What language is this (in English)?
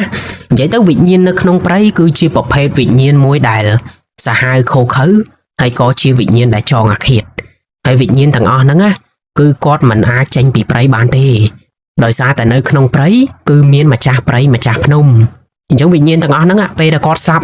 Khmer